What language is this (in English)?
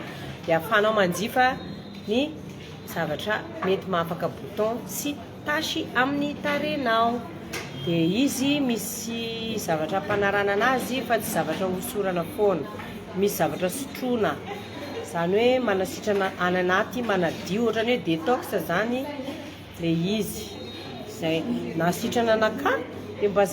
Malagasy